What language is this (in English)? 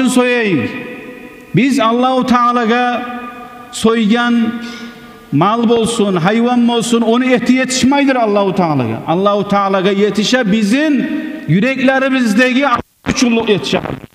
Kumyk